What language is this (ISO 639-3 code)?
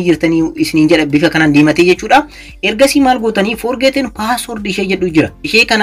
orm